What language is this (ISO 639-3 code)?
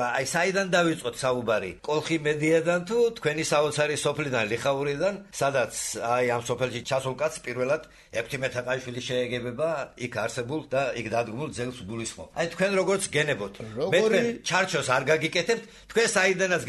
kat